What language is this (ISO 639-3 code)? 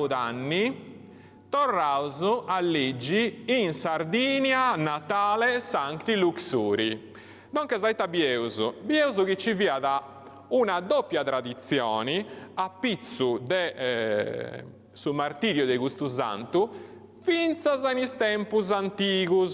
srd